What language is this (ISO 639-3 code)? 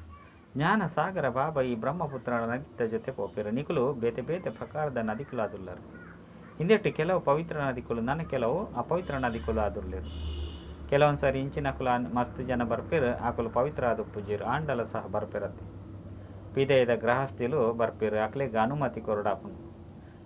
tcy